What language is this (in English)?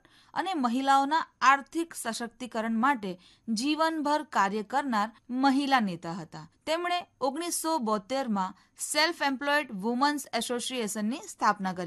Gujarati